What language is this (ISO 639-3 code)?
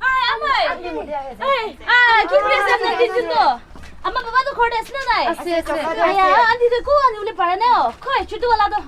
nag